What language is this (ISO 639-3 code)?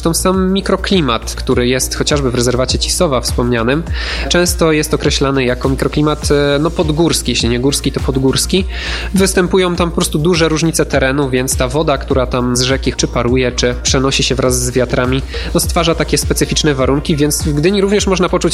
pol